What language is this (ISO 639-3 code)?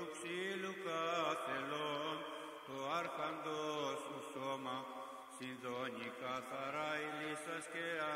ell